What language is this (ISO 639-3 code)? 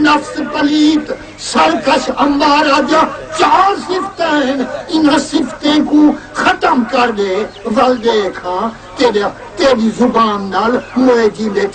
skr